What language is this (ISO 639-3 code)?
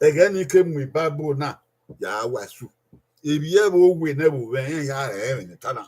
bin